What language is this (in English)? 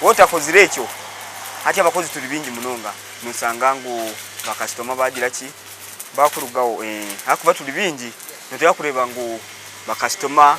Nyankole